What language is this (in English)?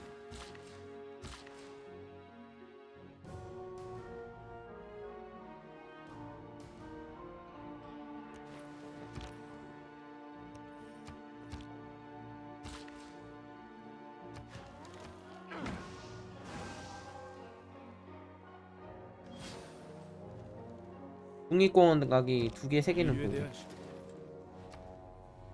Korean